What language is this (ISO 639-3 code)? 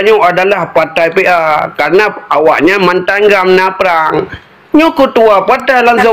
ace